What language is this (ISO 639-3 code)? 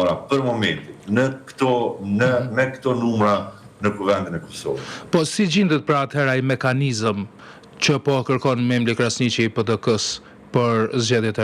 sqi